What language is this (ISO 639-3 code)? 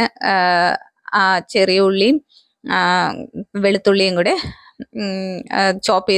mal